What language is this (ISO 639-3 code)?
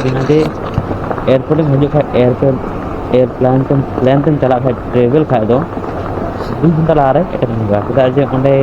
sat